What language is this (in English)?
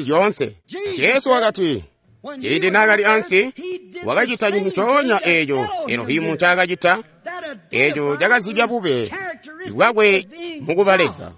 Tonga (Zambia)